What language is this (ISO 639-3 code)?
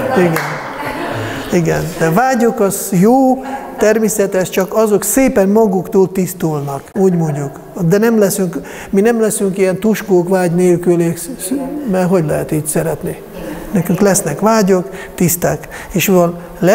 hun